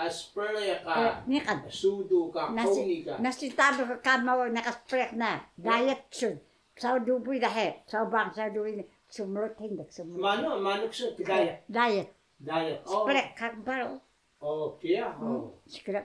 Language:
Taroko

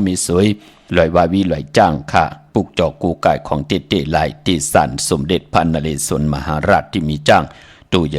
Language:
Shan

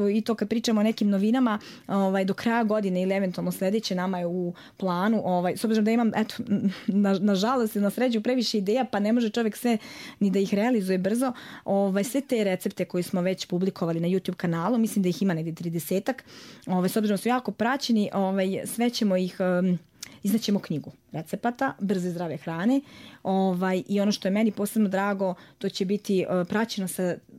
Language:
Serbian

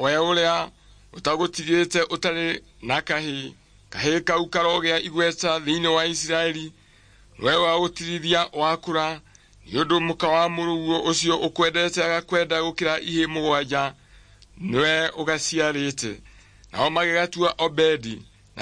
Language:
Kikuyu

